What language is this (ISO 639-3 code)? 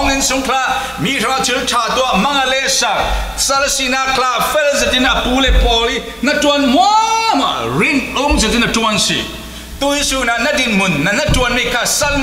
cfm